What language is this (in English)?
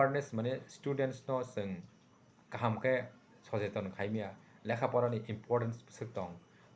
Kok Borok